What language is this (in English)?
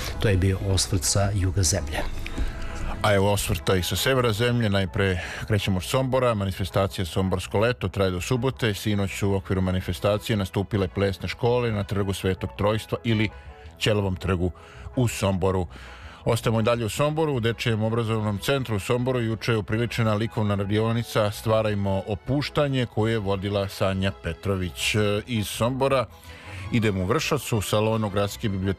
Serbian